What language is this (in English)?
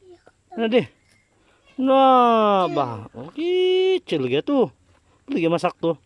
Sabah Malay